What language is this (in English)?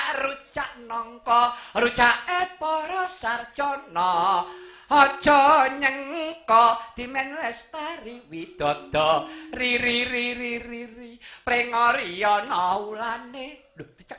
Javanese